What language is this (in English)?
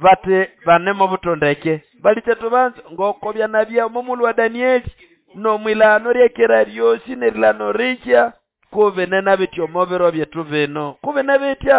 Nande